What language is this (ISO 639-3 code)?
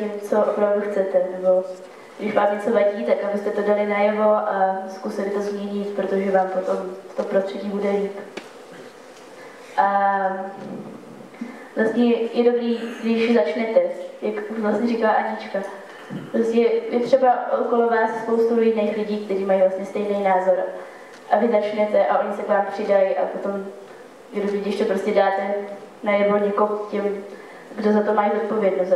ces